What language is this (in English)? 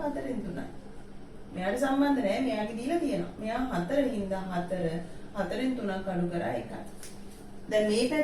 Sinhala